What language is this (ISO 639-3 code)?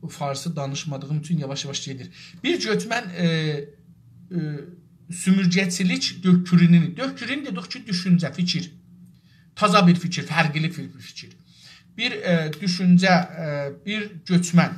azb